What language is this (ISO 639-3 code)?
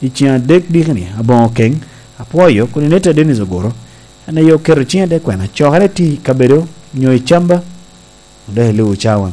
laj